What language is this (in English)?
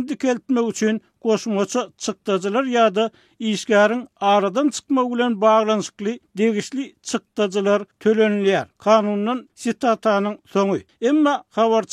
Turkmen